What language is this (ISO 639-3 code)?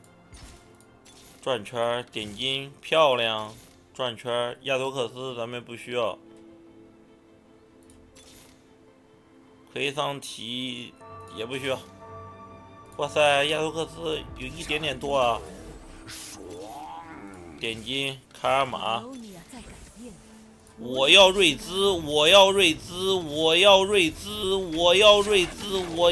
zho